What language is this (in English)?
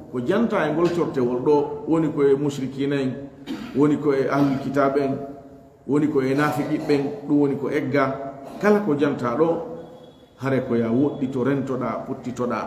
Fula